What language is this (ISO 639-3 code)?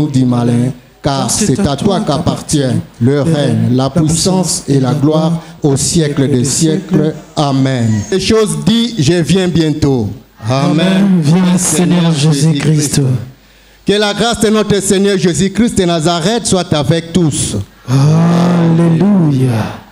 fra